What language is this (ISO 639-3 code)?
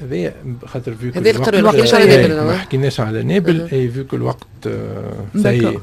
aeb